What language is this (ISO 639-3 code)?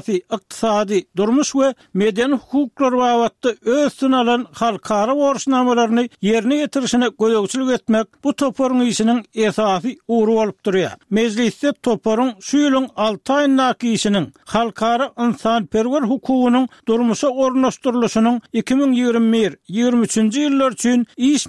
tuk